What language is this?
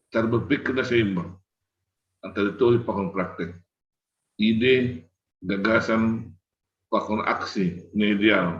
Batak Simalungun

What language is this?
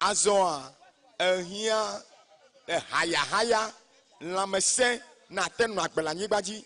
Ewe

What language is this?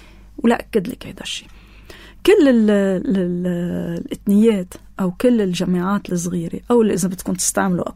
North Levantine Arabic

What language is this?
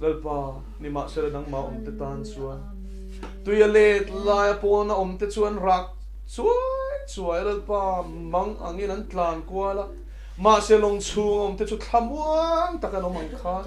Mizo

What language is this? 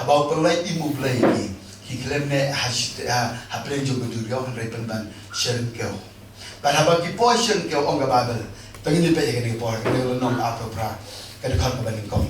Khasi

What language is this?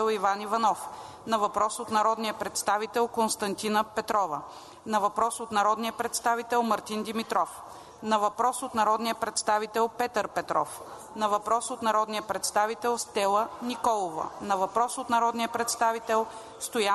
Bulgarian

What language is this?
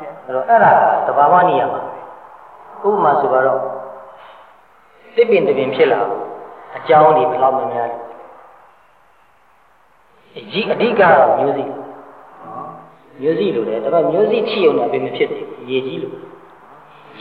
Burmese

